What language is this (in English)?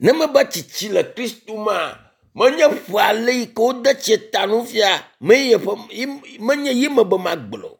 Ewe